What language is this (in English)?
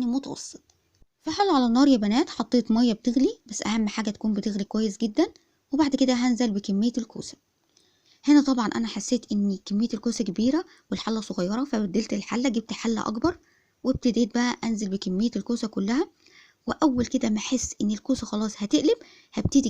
Egyptian Arabic